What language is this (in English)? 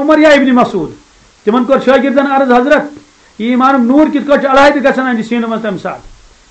Kashmiri